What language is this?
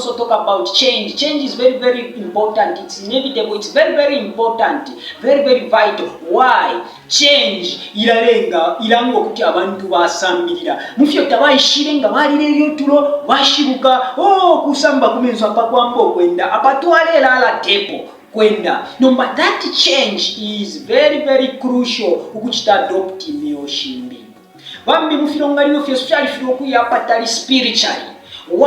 Bemba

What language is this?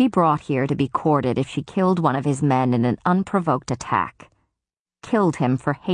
English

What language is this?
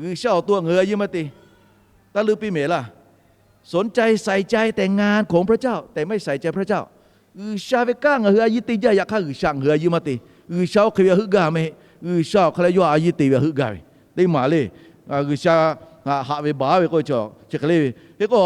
Lahu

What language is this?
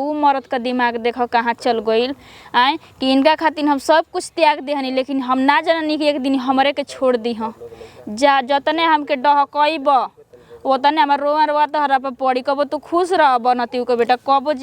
Bhojpuri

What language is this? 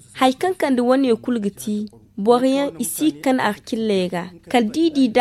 Zarma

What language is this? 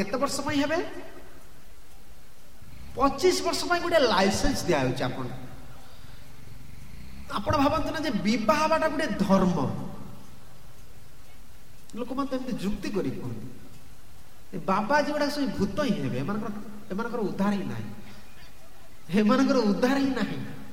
Odia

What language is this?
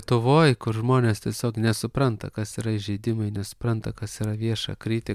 Lithuanian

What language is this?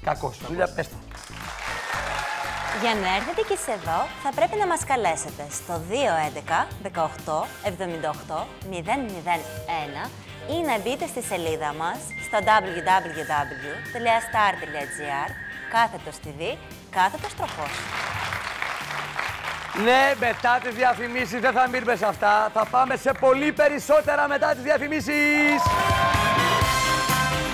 Greek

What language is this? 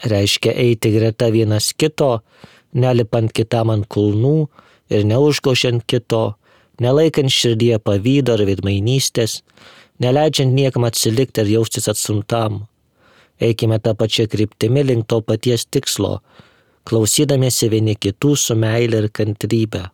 Lithuanian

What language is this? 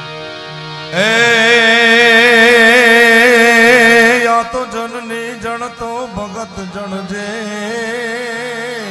Gujarati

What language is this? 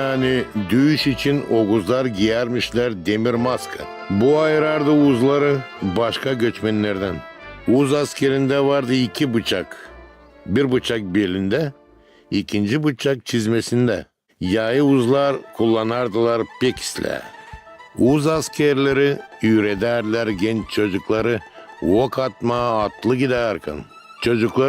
Gagauz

